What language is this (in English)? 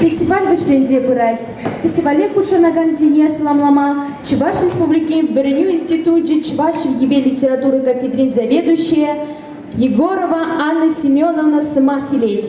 Chuvash